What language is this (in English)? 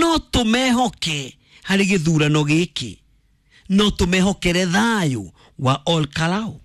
Kikuyu